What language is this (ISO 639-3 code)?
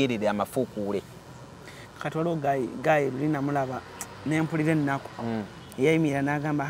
lug